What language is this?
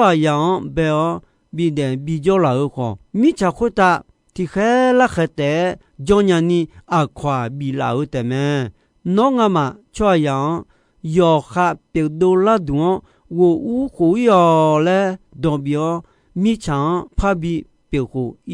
Akha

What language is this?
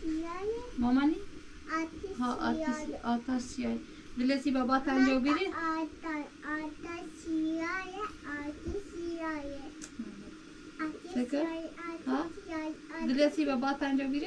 Persian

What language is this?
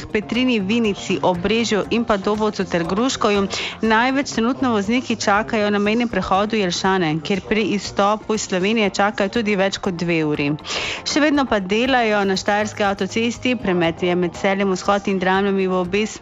Slovenian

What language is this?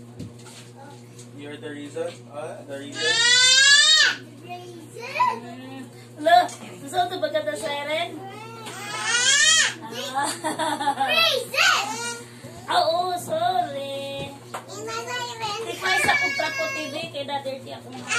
Filipino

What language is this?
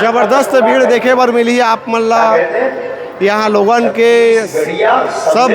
Chhattisgarhi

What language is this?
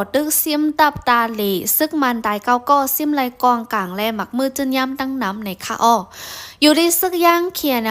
Shan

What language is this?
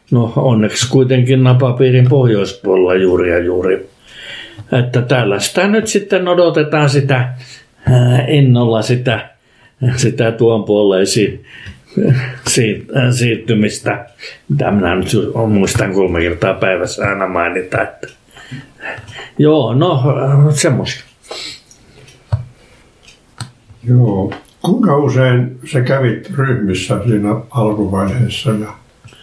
Finnish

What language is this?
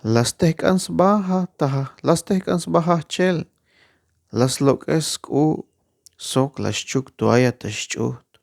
Tzeltal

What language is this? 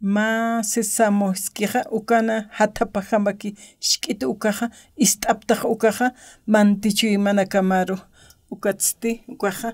Aymara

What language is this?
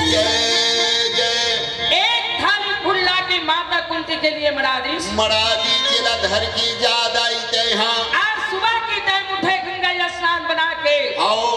Chhattisgarhi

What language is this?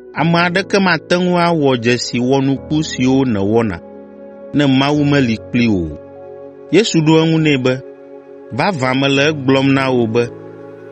Ewe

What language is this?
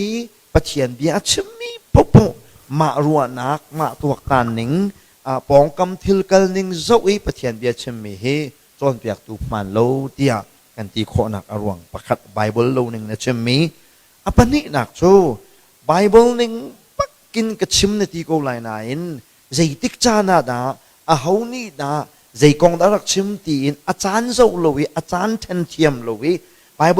Hakha Chin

